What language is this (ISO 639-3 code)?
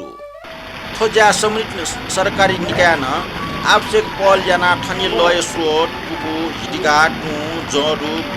new